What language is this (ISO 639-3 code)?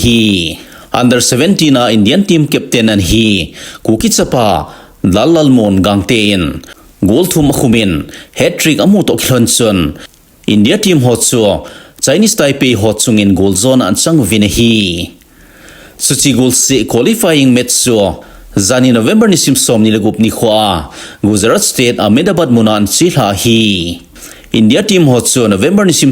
tcz